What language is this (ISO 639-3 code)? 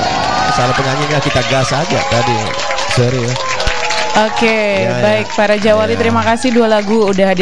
ind